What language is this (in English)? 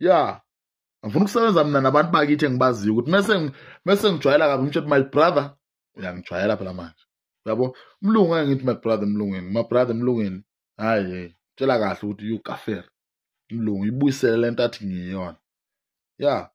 Zulu